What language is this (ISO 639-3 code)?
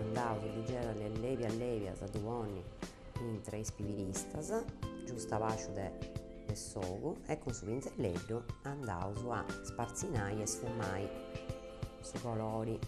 srd